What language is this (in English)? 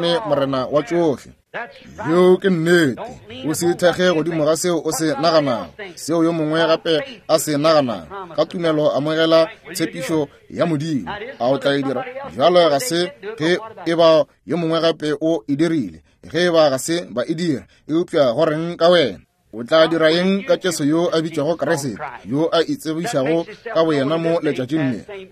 Northern Sotho